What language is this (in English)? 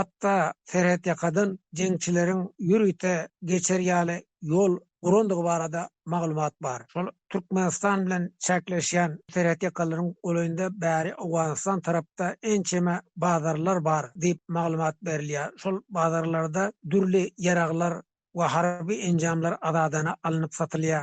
Turkmen